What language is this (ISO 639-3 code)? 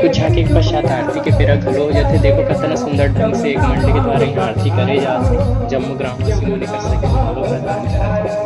hne